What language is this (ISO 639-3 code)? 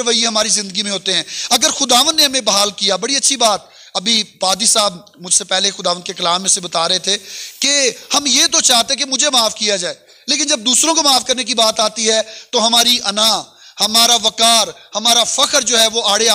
urd